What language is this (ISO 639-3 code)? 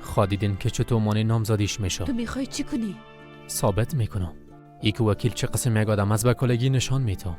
fas